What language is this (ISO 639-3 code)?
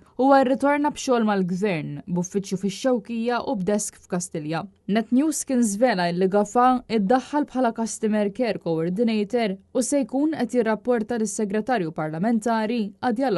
mlt